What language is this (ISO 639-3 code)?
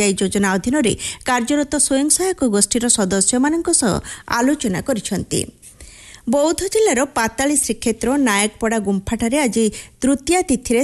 ori